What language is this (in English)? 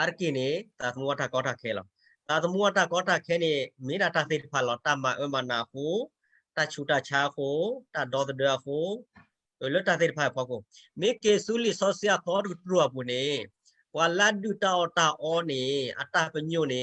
S'gaw Karen